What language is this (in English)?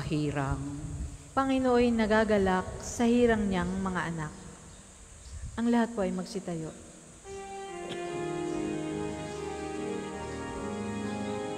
Filipino